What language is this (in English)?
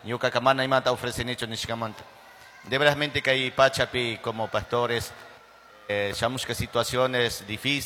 Chimborazo Highland Quichua